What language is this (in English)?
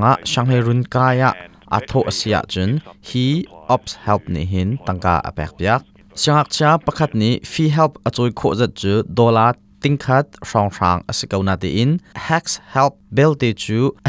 Hakha Chin